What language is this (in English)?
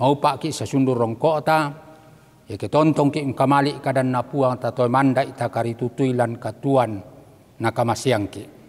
Toraja-Sa'dan